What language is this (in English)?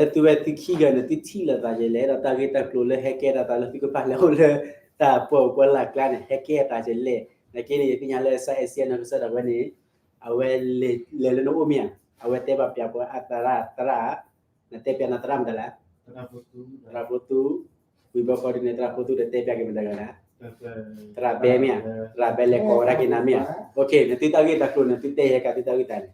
S'gaw Karen